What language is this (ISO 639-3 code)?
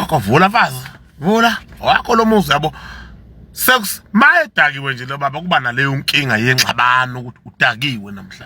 zul